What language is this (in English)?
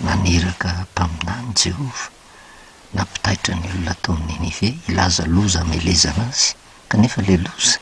Malagasy